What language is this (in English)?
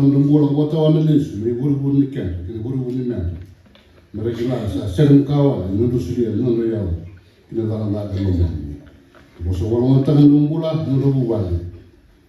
Fijian